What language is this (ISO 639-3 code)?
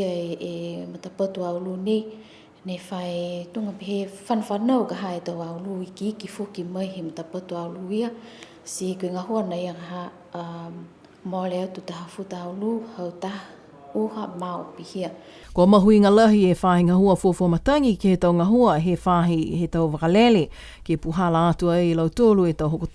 niu